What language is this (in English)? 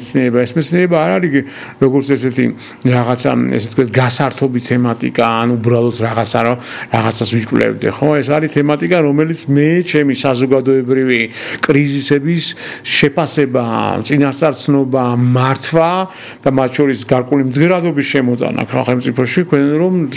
Georgian